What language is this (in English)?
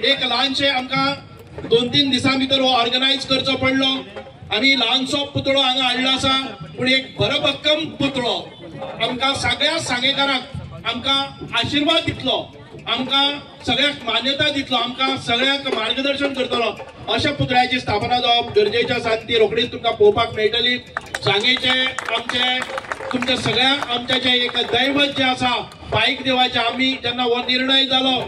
Konkani